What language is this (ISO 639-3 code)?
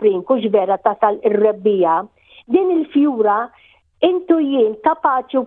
mlt